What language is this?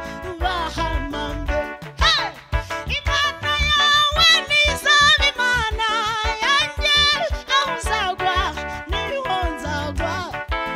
Kinyarwanda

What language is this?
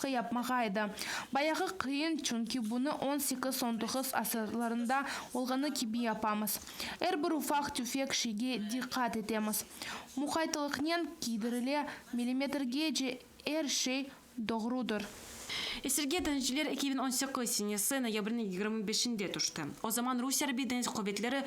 Crimean Tatar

